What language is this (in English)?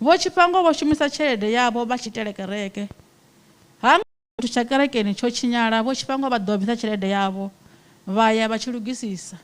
Venda